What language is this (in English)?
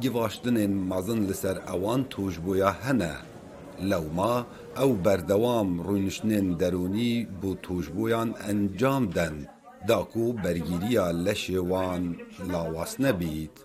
Kurdish